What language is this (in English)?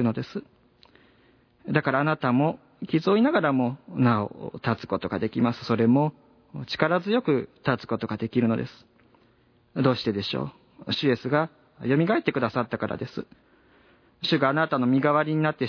Japanese